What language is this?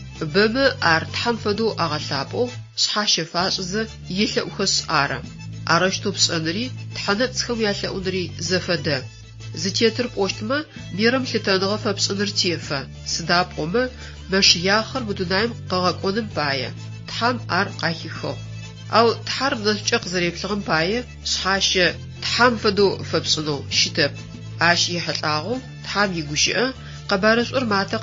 Adyghe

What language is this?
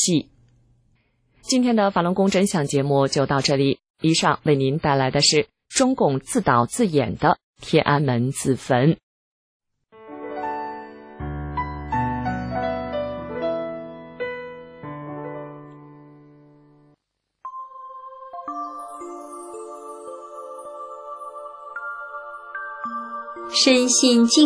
Chinese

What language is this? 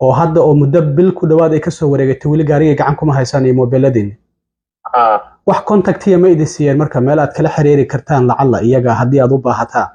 Somali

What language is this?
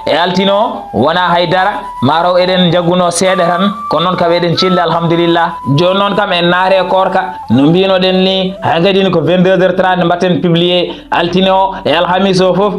Fula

